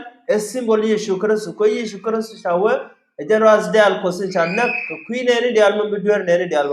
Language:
Nuer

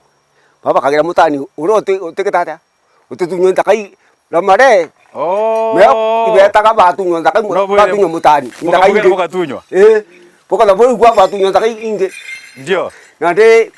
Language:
Meru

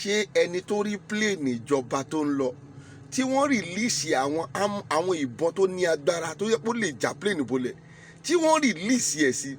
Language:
Yoruba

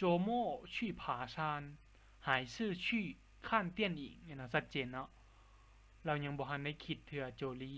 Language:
Lao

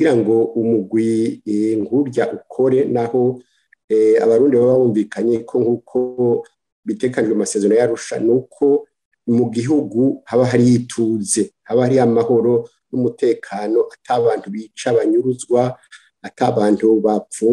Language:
Rundi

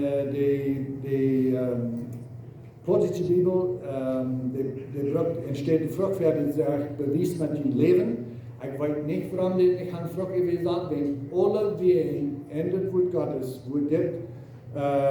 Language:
Plautdietsch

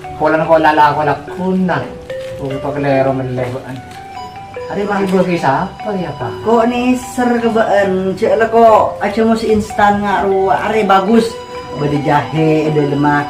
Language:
Madurese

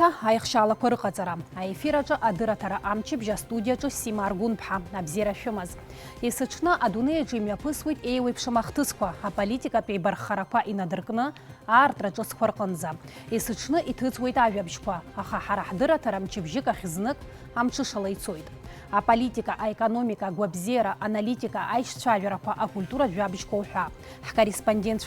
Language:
Abkhazian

